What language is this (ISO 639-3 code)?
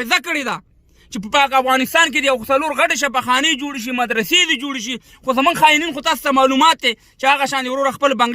pus